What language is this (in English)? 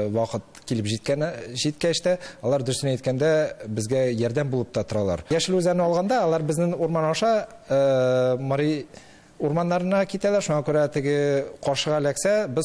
Tatar